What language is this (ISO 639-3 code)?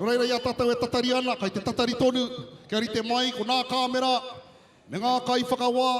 mri